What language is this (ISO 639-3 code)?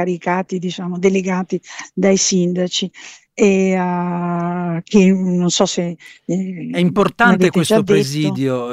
ita